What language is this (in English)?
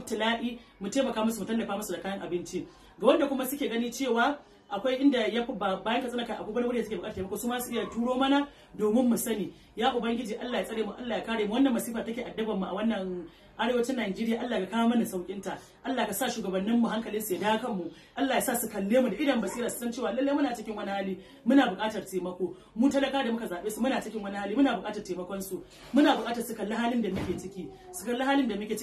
Hausa